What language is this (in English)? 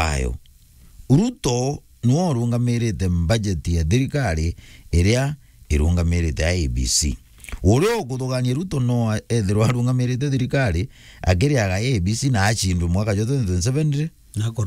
Meru